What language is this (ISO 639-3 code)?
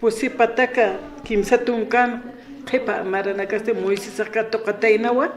aym